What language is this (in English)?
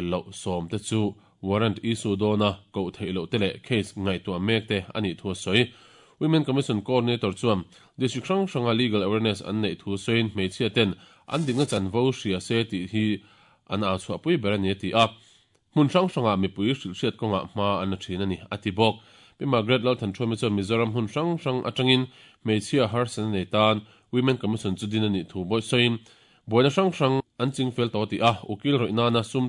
Mizo